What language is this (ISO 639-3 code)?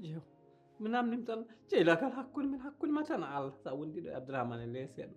ful